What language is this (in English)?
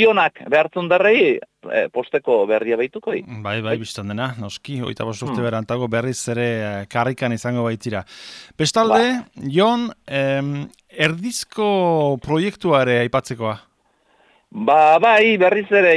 Basque